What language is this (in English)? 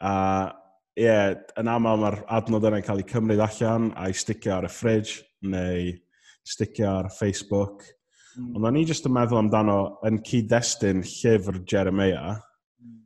Welsh